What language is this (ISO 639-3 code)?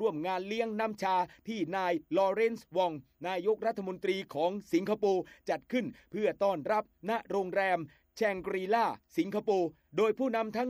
tha